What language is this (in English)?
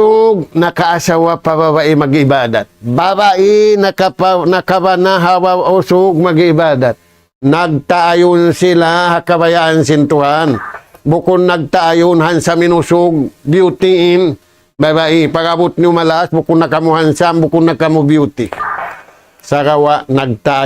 Tausug